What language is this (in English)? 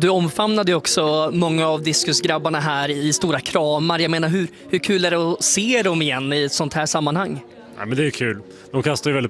Swedish